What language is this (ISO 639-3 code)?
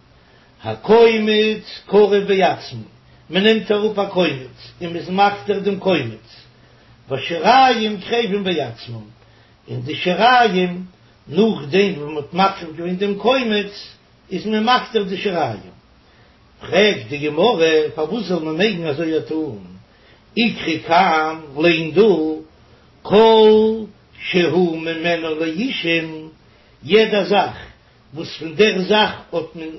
yid